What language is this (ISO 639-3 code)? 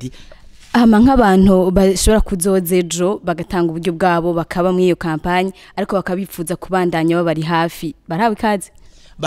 run